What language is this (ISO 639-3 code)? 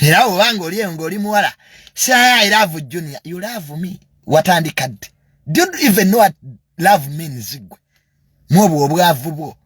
lug